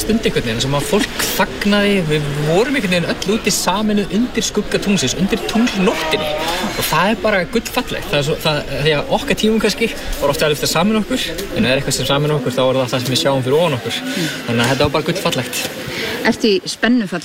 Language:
Icelandic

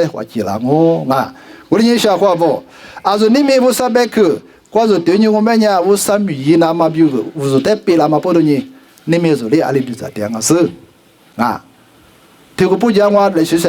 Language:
Lisu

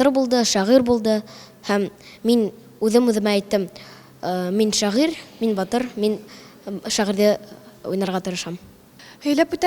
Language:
Bashkir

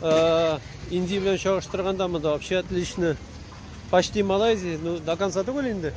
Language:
Tatar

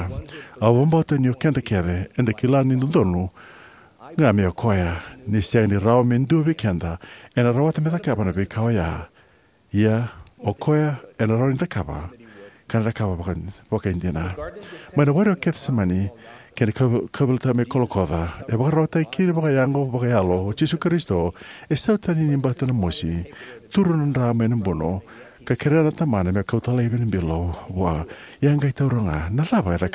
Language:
Fijian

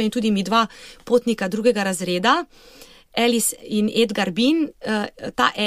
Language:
Slovenian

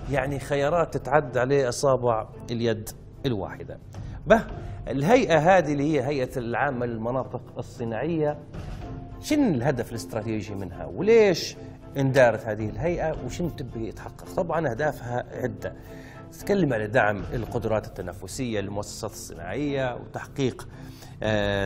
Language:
Libyan Arabic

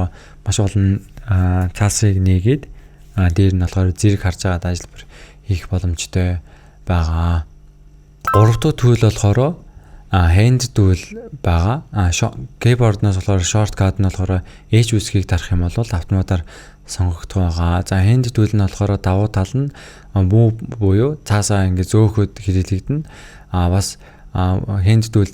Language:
Mongolian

